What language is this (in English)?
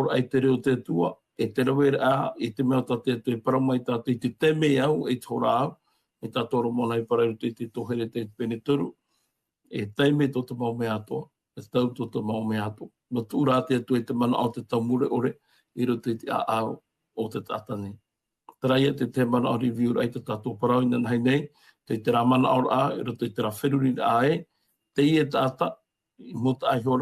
Tahitian